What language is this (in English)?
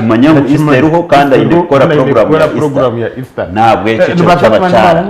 Nyankole